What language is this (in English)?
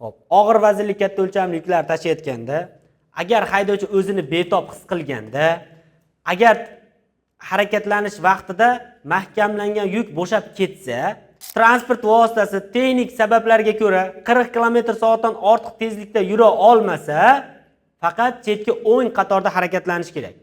Uzbek